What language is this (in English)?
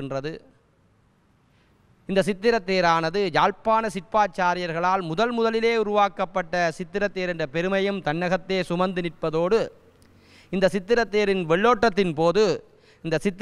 Tamil